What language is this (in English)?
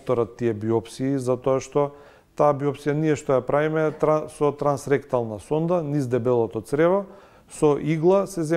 Macedonian